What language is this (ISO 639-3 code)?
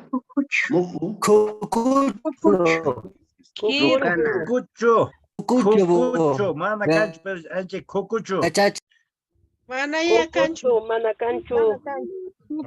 que